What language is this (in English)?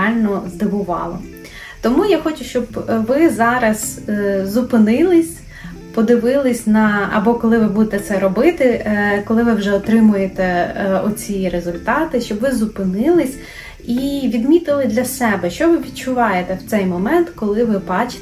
Ukrainian